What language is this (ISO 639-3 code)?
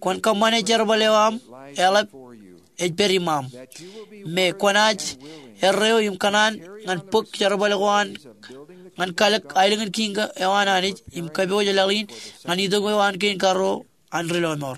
mah